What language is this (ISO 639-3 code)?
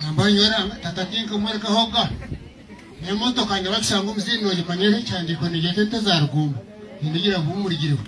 nyn